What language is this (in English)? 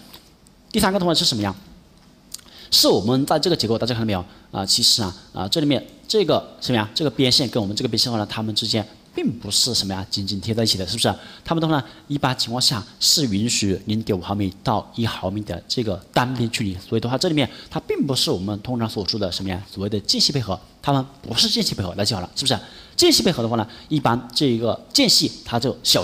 Chinese